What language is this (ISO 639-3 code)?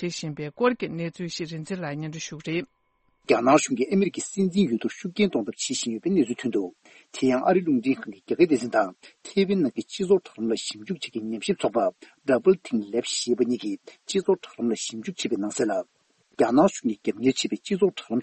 bod